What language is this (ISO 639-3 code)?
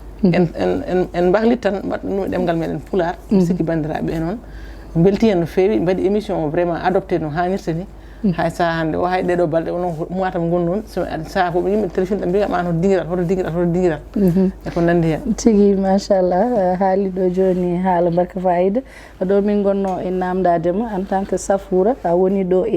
ful